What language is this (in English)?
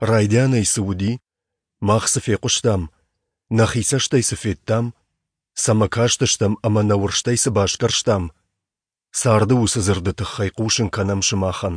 Ossetic